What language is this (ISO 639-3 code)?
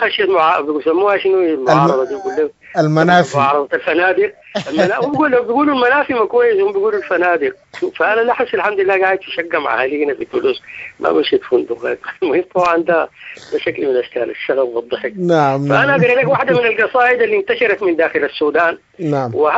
apd